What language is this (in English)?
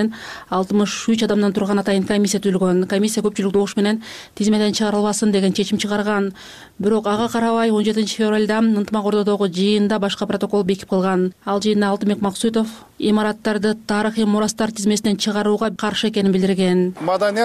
Kyrgyz